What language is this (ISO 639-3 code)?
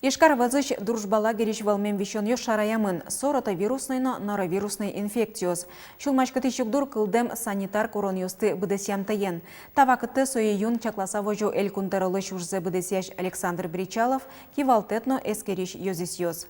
udm